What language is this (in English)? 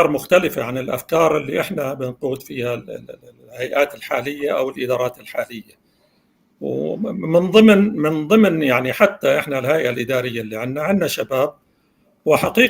North Levantine Arabic